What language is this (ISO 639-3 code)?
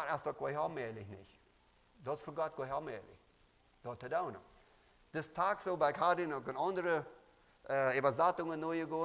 pdt